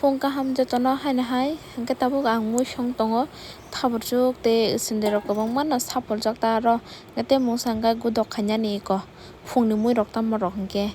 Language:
Kok Borok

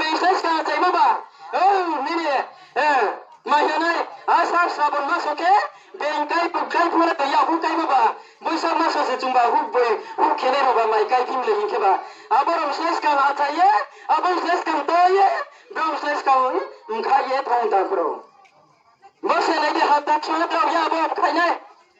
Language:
Riang (India)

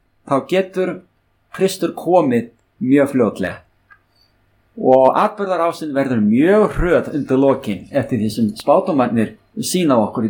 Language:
Icelandic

